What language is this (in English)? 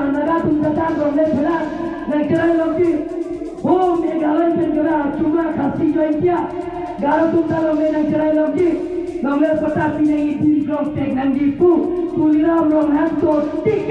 Karbi